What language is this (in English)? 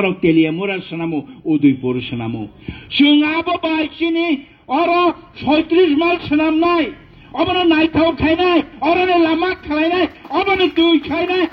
Kok Borok